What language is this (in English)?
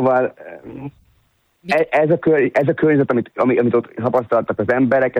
Hungarian